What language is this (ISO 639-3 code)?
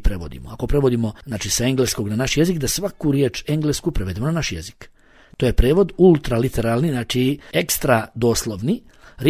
bos